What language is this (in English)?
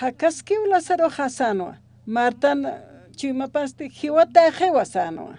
Aymara